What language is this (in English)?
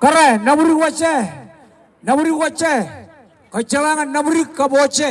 Marshallese